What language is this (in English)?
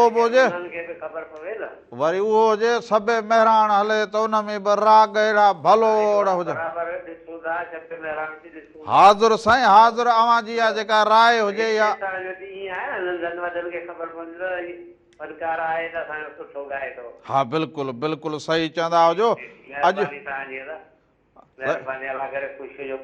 Sindhi